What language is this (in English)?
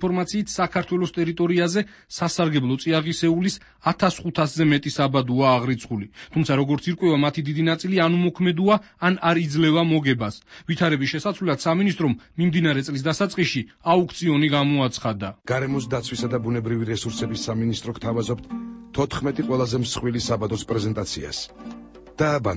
Georgian